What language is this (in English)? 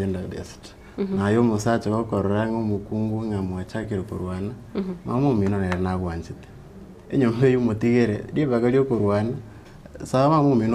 Gusii